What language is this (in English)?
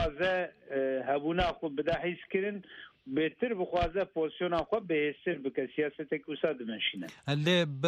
Kurdish